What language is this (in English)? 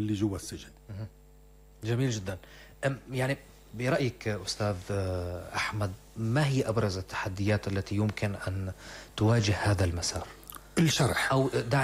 North Levantine Arabic